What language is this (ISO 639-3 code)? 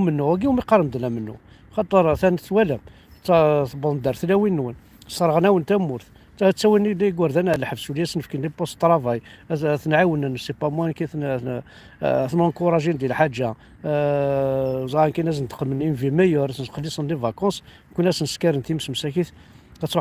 kab